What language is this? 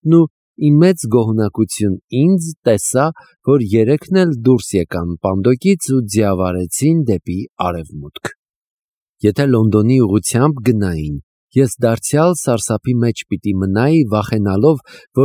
Armenian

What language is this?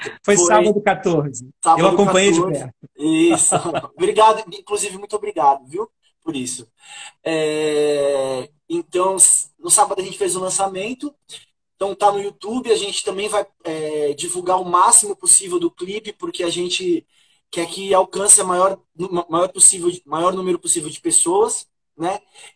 Portuguese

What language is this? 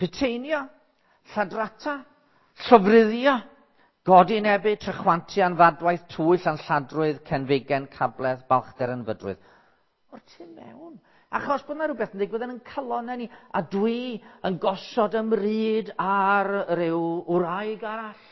Welsh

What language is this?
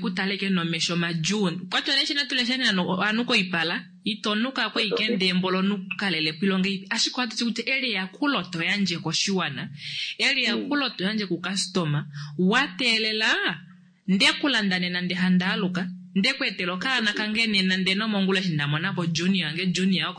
Kuanyama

